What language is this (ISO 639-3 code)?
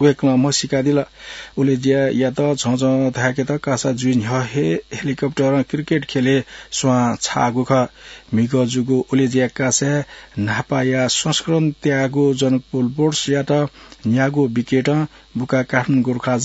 new